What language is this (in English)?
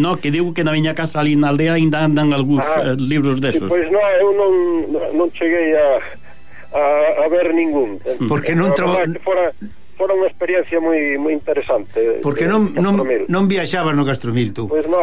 Galician